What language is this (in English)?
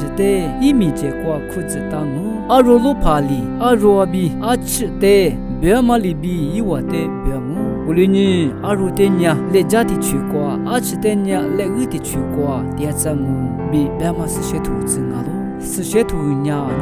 Lisu